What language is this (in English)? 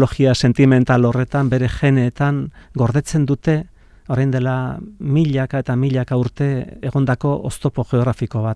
Basque